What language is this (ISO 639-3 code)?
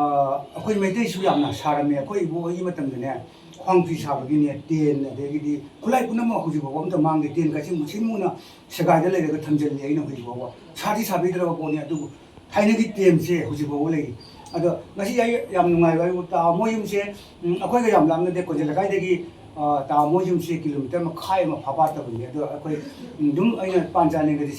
mni